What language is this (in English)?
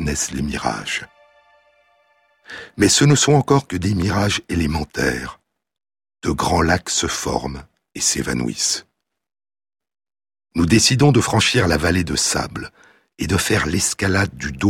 French